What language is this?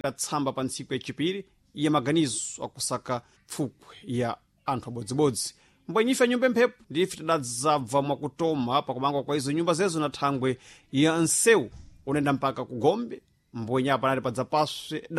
Sena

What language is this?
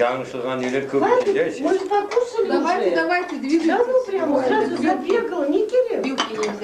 Crimean Tatar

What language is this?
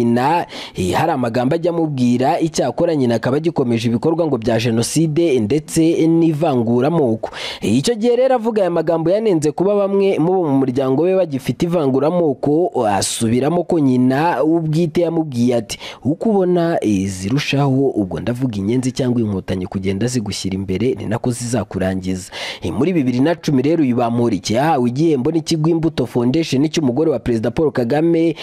Kinyarwanda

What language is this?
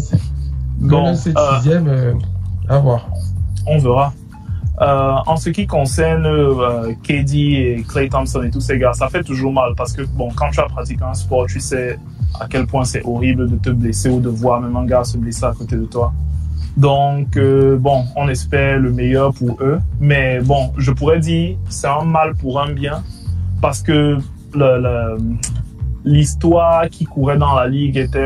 French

